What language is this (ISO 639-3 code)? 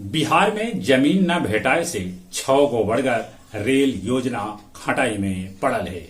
mag